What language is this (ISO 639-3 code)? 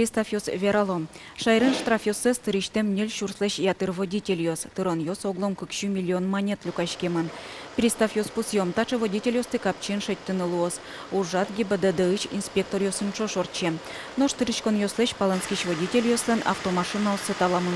udm